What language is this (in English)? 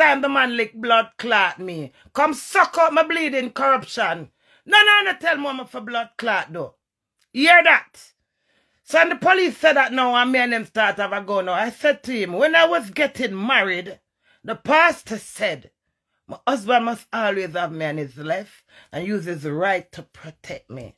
Jamaican Creole English